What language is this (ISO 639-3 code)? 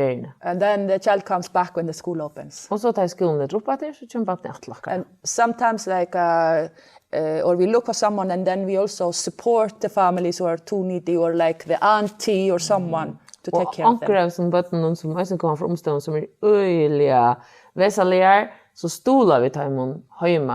fao